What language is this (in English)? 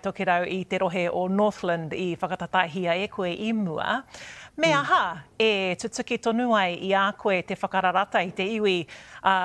Māori